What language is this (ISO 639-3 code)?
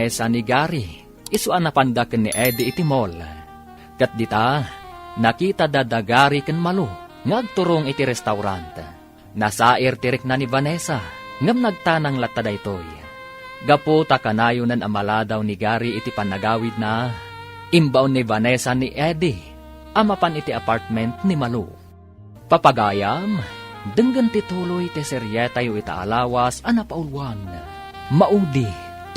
ilo